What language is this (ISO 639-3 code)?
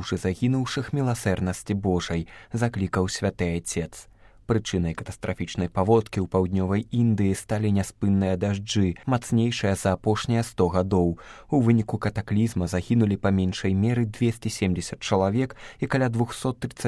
bel